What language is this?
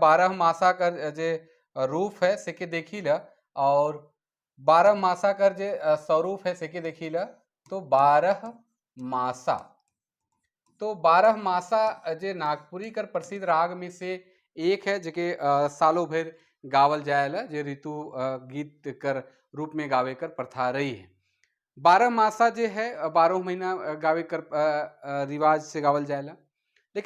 Sadri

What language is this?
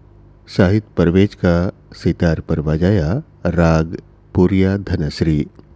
Hindi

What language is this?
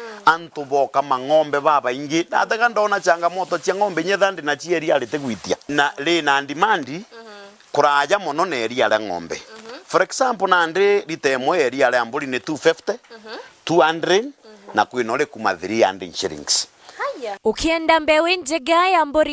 Meru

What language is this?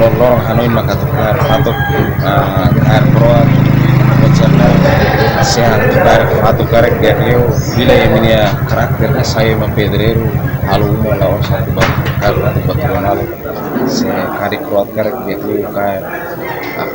Tetum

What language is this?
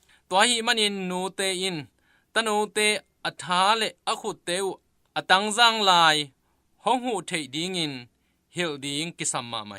Tedim Chin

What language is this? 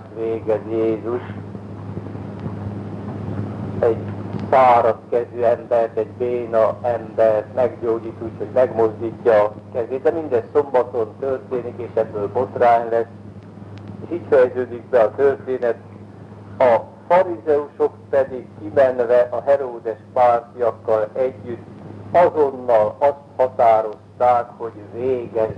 Hungarian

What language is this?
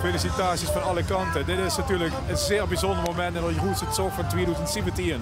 Limburgish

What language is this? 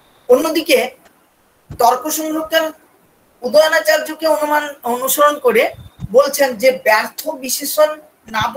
Bangla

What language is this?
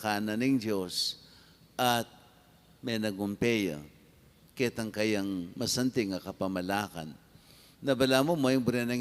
Pampanga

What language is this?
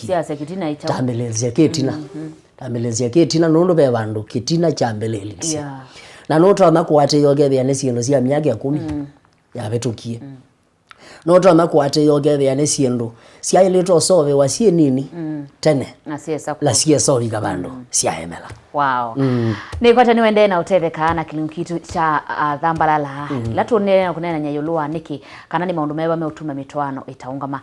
Kamba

